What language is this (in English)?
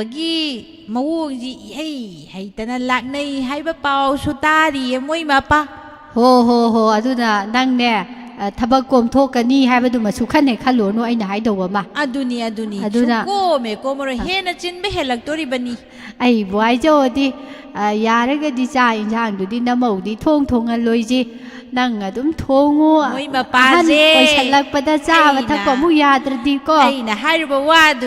Manipuri